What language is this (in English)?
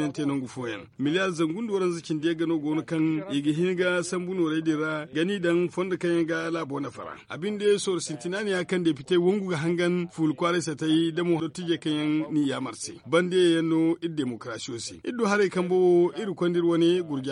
Zarma